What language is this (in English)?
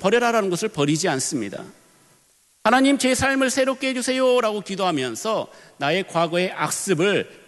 Korean